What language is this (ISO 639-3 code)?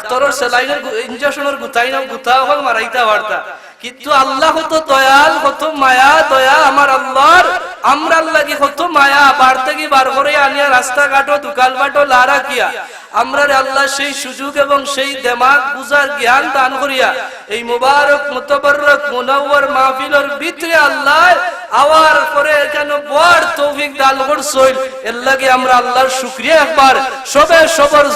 syl